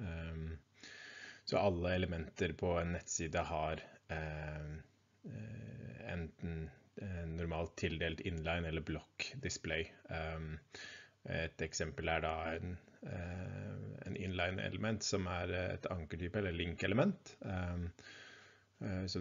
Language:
Norwegian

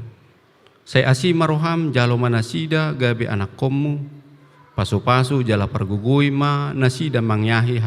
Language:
Batak Toba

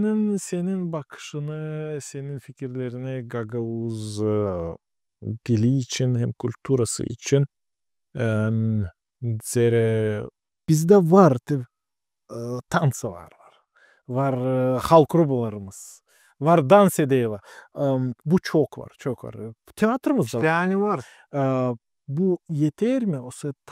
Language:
Gagauz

